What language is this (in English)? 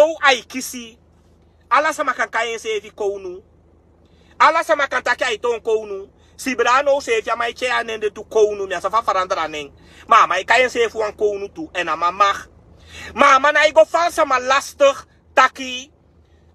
Sranan Tongo